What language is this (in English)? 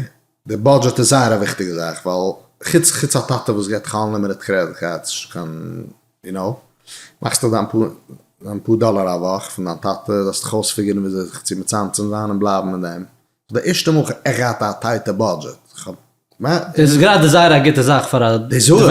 Yiddish